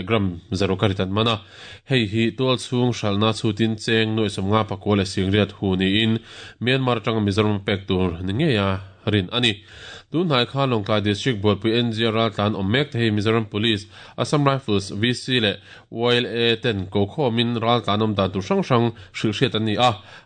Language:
Mizo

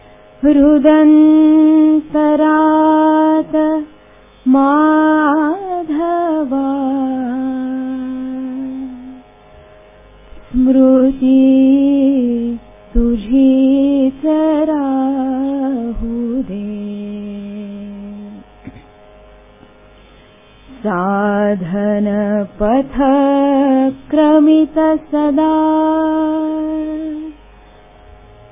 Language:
Marathi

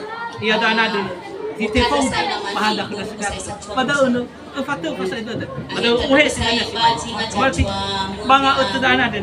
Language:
Nias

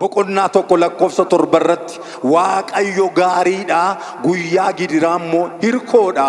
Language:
Oromo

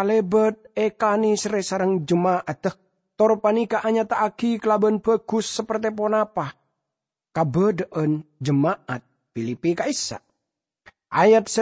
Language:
Madurese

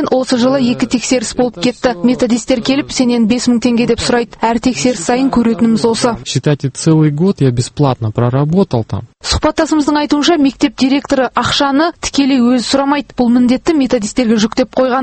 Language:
Kazakh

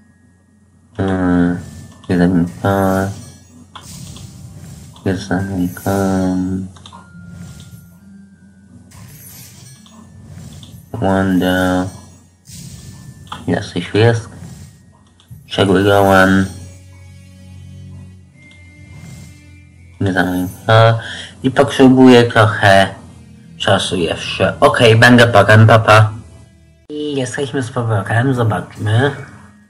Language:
Polish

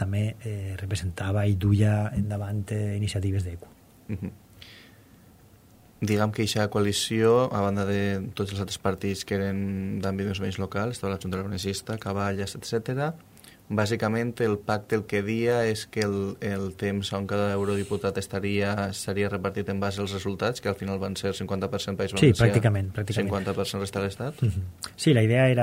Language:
Catalan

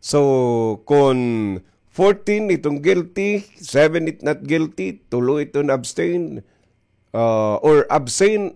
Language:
Waray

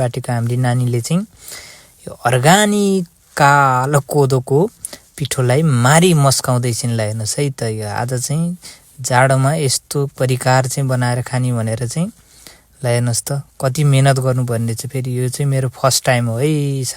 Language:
Nepali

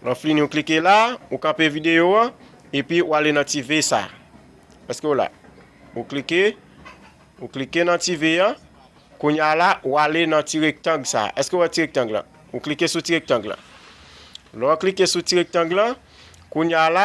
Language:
Haitian Creole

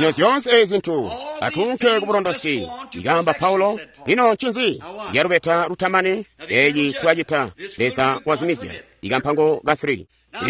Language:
Tonga (Zambia)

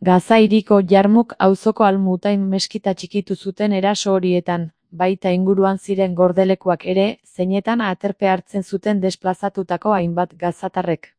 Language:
Basque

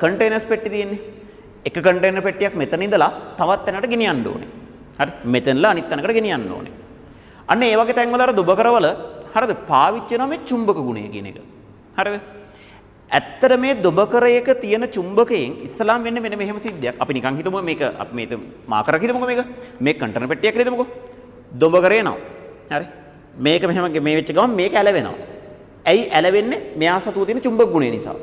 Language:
Sinhala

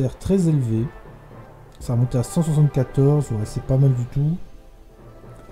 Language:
French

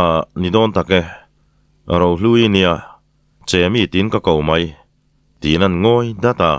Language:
Mizo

